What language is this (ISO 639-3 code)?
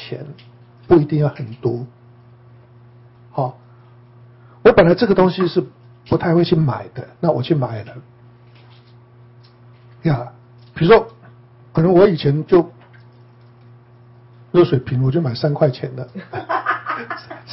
zho